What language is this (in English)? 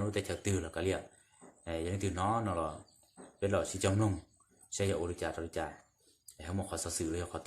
Hmong